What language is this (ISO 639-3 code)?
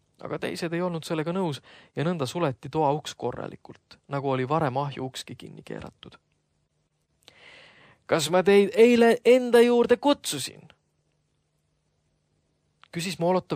est